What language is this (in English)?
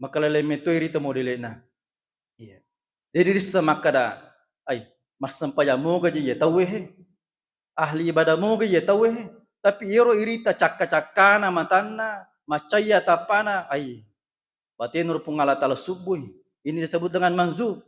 Buginese